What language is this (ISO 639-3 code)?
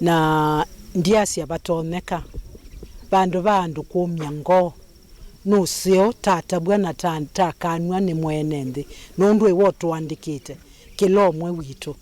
kam